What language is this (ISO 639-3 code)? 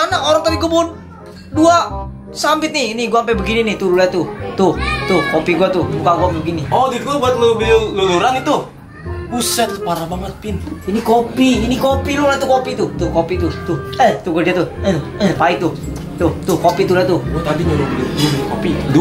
bew